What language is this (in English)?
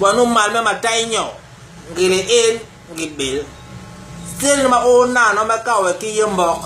Basaa